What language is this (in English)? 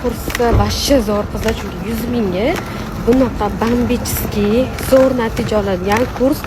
Uzbek